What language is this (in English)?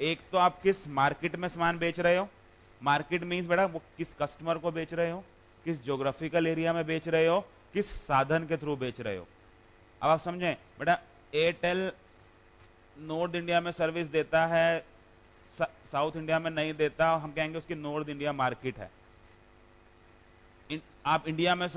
Hindi